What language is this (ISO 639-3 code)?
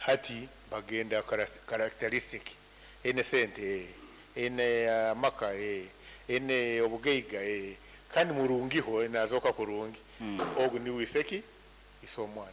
nyn